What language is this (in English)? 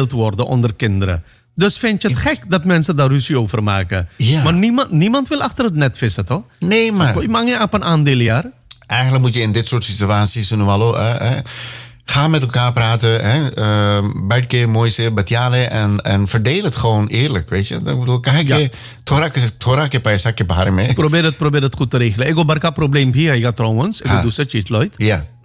Dutch